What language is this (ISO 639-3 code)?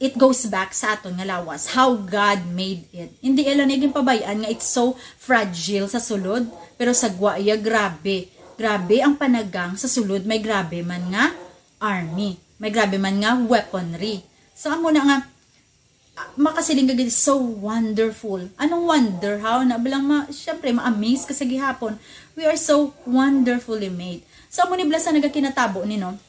hil